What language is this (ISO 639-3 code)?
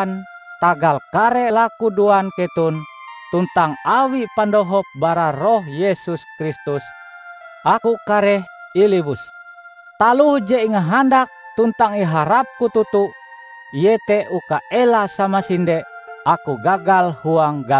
nij